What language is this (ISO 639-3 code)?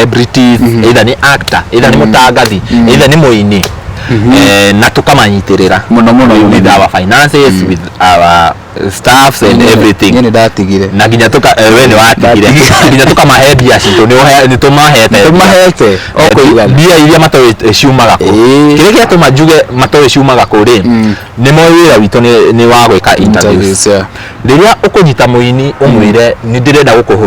kik